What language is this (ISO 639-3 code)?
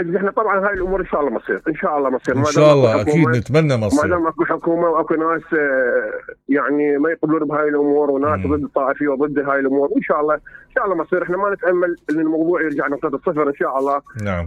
acm